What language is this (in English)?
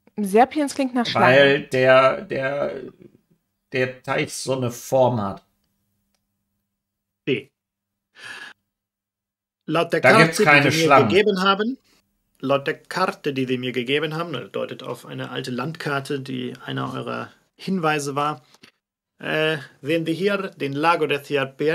German